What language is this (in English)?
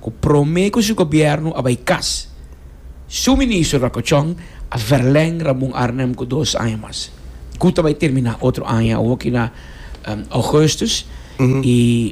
Papiamento